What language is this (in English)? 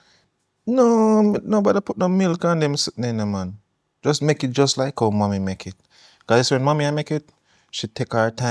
Jamaican Creole English